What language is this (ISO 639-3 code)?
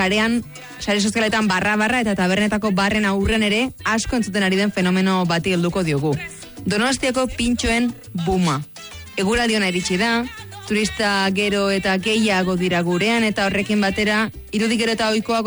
eus